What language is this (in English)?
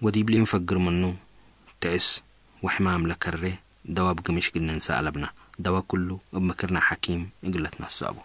Tigre